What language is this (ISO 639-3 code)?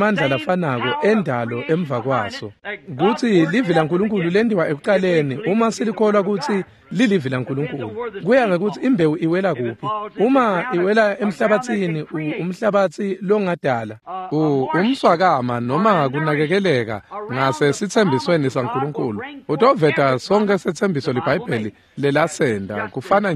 ssw